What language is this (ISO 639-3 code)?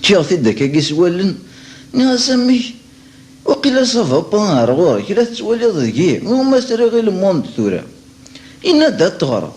kab